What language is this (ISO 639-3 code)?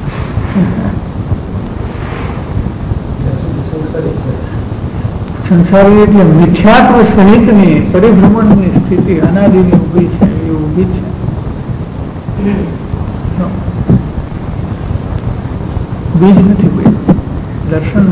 guj